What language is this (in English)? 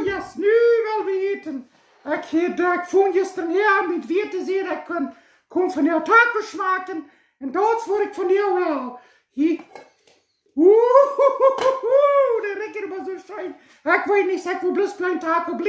Plautdietsch